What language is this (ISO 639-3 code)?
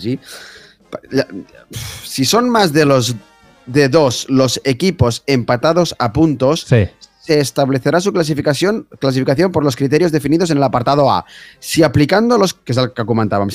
cat